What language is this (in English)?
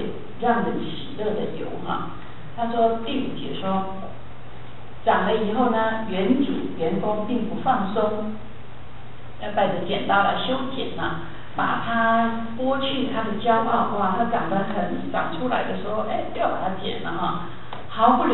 Chinese